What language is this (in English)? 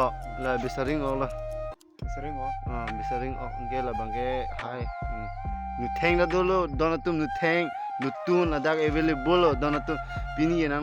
Karbi